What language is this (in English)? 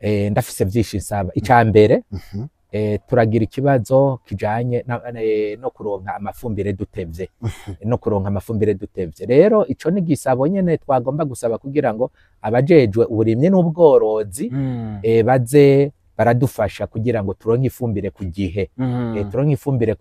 Rundi